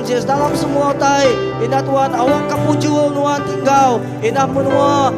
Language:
Iban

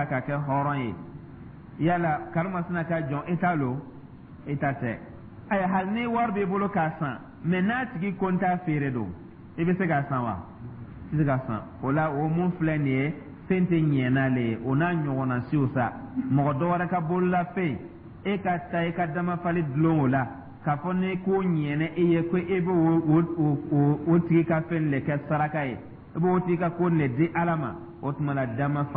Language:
Dyula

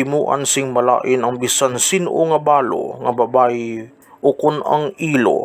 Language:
Hiligaynon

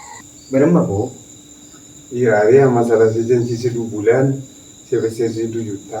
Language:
Madurese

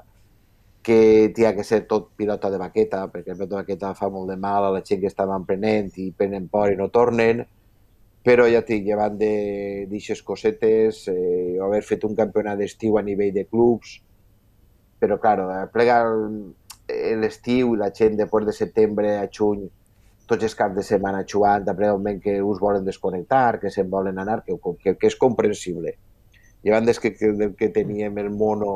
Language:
Catalan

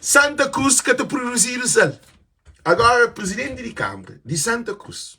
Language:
Kabuverdianu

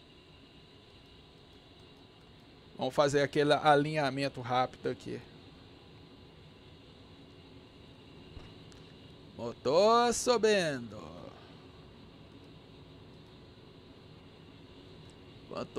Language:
Portuguese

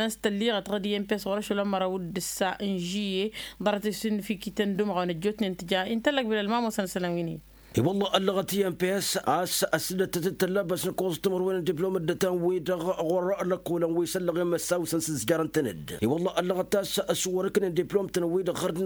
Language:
Tamasheq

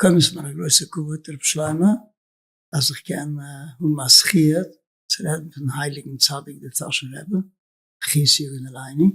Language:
Yiddish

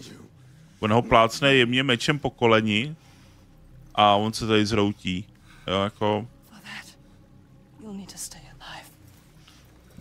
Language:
Czech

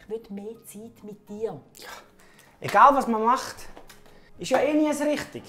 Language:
Swiss German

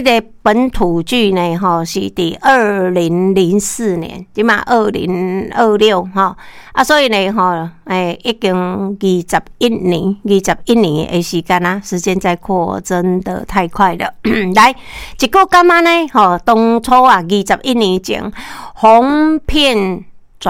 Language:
Min Nan Chinese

